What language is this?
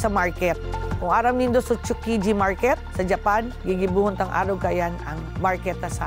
Bikol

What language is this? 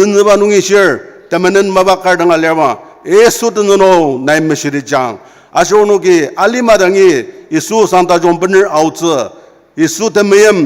Ao Naga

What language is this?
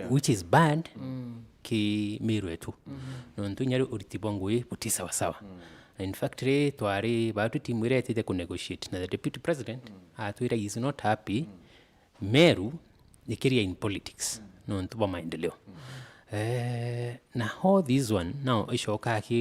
Meru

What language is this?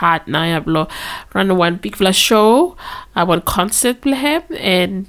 Bislama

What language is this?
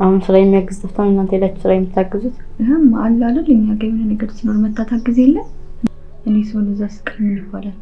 Amharic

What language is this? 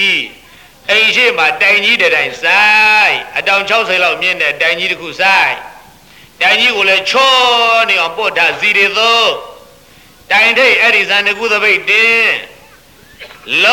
Burmese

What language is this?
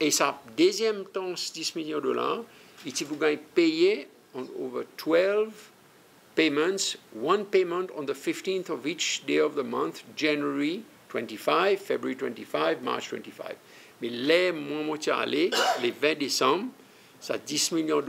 Seselwa Creole French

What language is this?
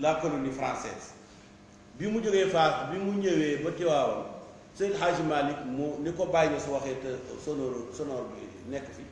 Wolof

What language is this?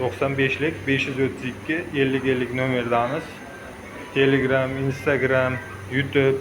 Uzbek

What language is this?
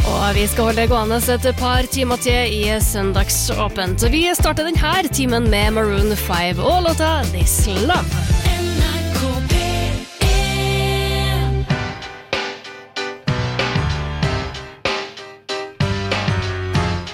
Norwegian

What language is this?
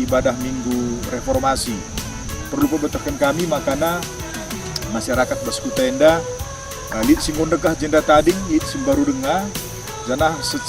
Batak Karo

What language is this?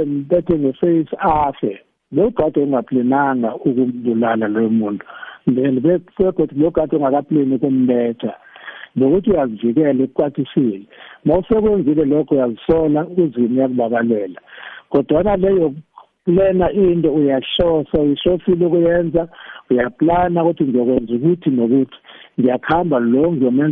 South Ndebele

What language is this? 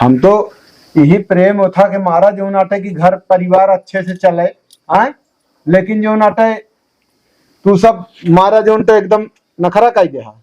Awadhi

